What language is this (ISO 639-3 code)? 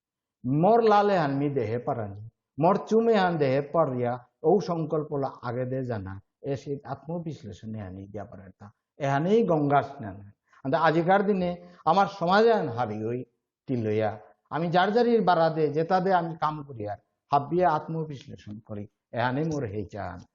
bpy